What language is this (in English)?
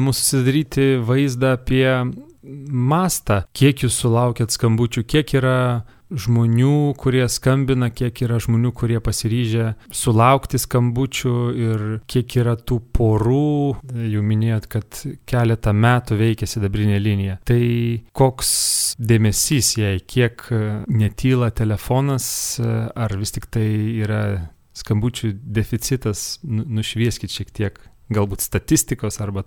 Lithuanian